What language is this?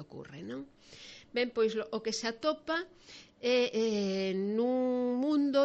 Galician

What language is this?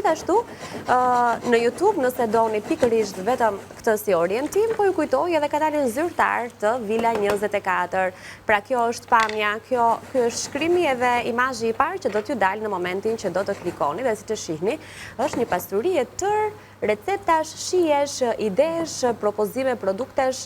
Albanian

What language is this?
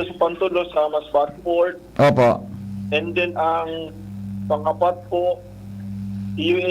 Bikol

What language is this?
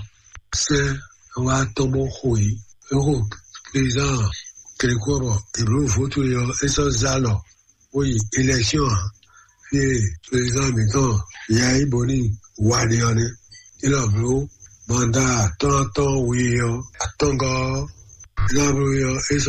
Fon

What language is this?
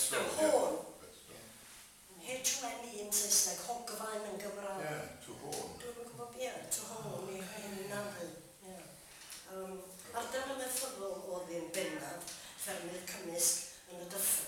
Welsh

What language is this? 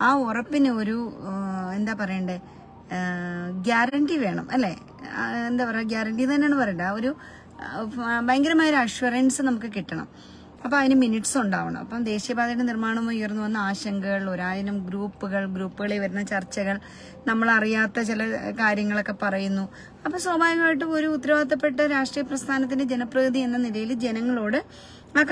Malayalam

